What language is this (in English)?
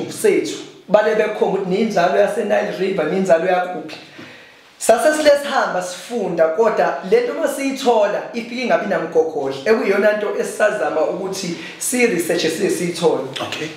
Zulu